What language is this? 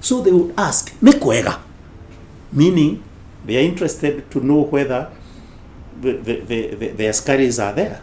Kikuyu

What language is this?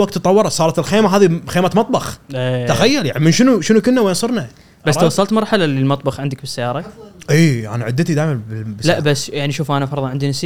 Gulf Arabic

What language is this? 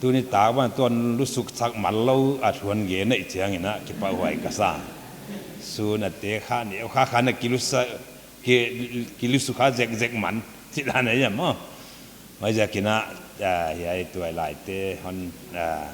Paite Chin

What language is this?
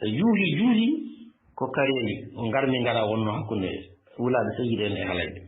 Fula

